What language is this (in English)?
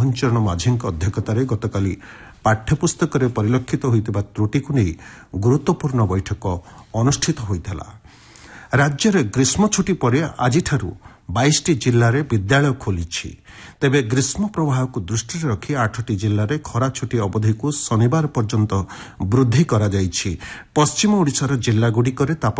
Odia